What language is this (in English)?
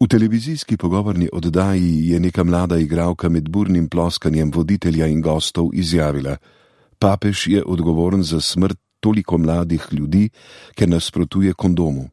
Slovenian